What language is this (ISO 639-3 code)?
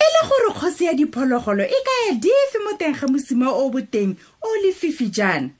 tsn